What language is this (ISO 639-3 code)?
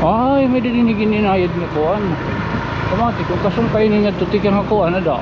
war